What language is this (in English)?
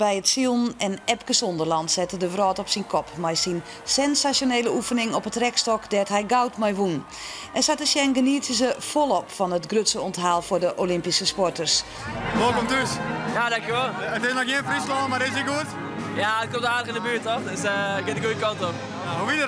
Western Frisian